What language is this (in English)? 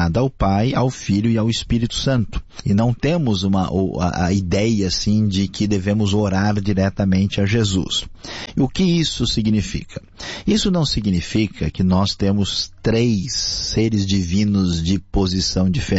Portuguese